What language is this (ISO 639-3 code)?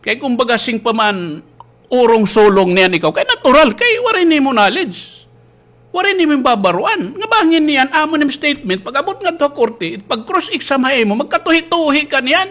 war